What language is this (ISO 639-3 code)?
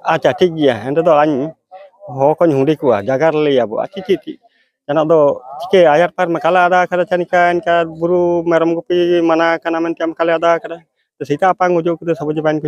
sat